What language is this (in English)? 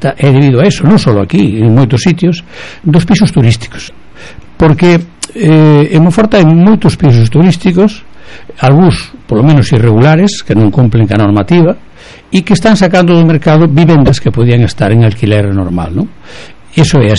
Galician